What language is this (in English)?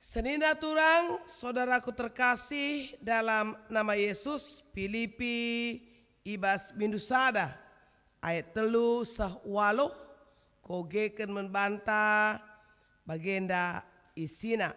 Batak Karo